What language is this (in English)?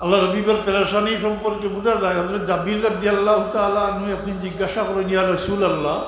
Sylheti